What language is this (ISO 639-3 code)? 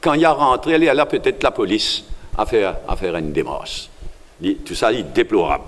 mfe